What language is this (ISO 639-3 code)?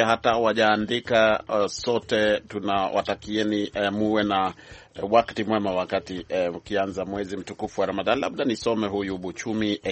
swa